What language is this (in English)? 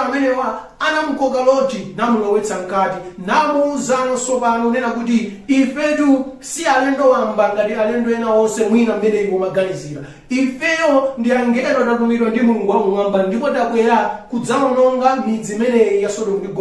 Nyanja